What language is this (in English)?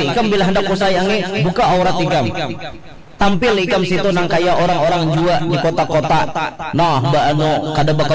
Banjar